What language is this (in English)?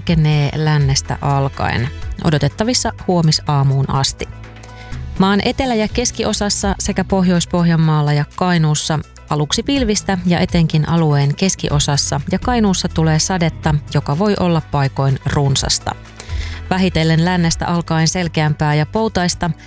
Finnish